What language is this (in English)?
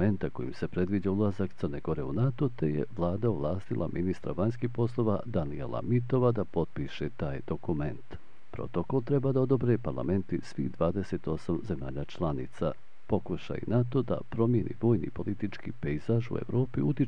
Bosnian